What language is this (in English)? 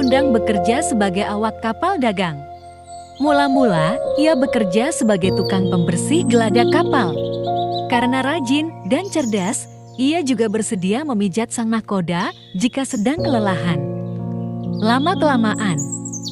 Indonesian